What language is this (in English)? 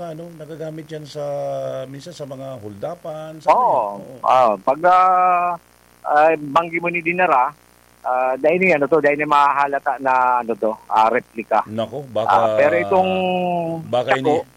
Bikol